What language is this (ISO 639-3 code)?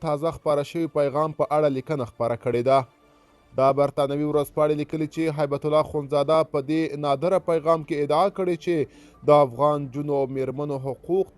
pus